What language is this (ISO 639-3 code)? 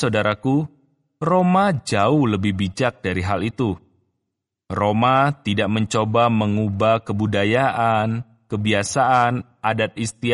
ind